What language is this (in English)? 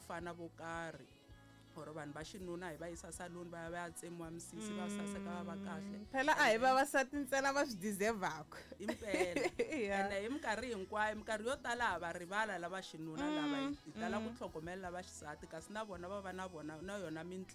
Tsonga